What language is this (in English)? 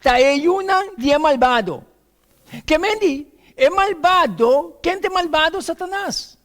Papiamento